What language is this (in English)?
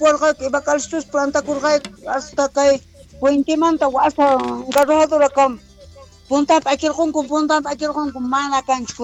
South Bolivian Quechua